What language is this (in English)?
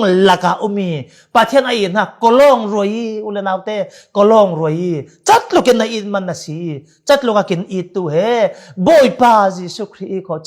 Falam Chin